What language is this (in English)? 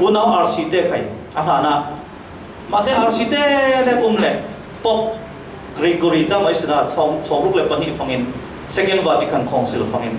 Falam Chin